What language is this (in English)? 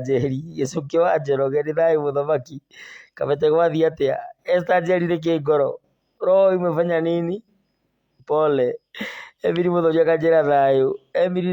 Kikuyu